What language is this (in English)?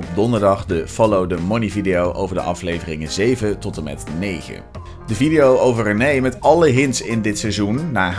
Dutch